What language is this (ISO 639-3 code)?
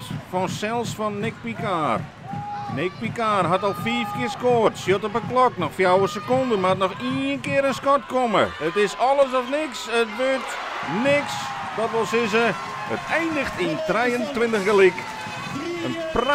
fry